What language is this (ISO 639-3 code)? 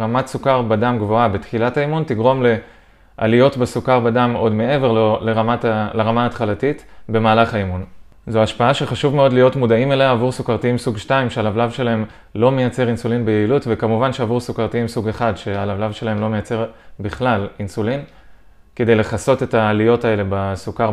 heb